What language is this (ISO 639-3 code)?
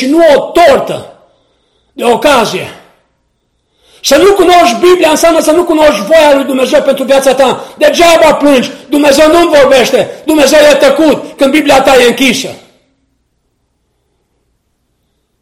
ron